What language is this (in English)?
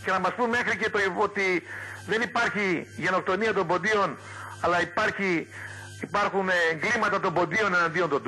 Greek